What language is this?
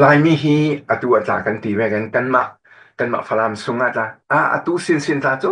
Falam Chin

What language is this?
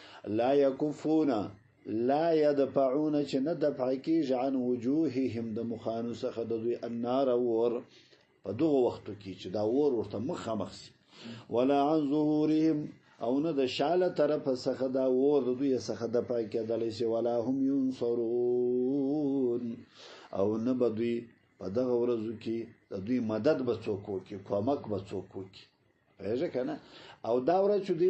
Pashto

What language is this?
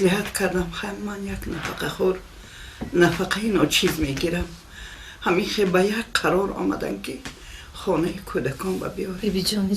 Tajik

